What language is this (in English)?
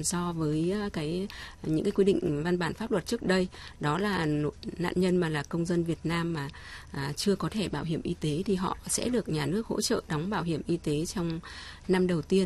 Vietnamese